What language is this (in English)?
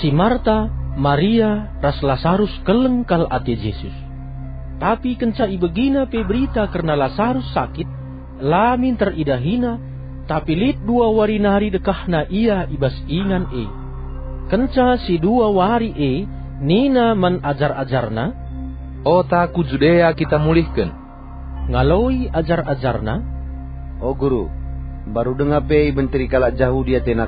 Batak Karo